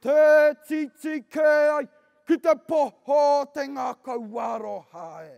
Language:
Māori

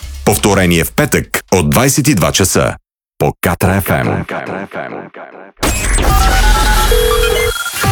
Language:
Bulgarian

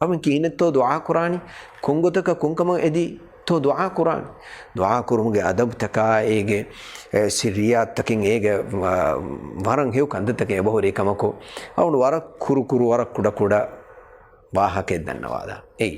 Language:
Divehi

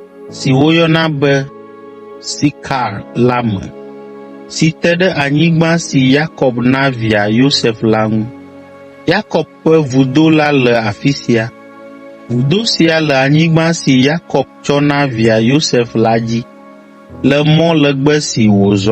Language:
Ewe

